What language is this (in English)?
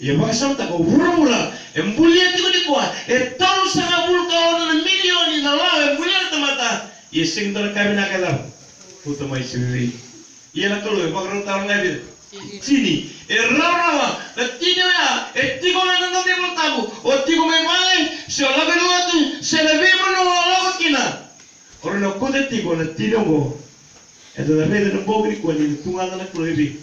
Fijian